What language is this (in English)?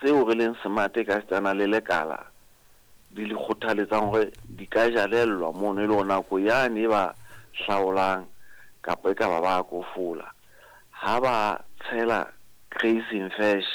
Southern Sotho